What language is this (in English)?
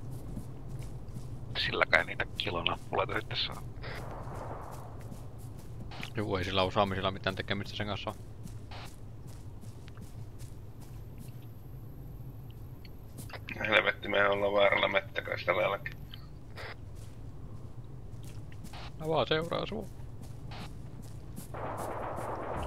Finnish